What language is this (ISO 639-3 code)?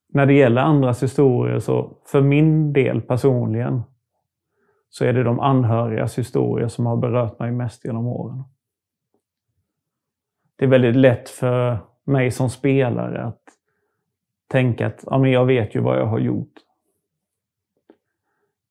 swe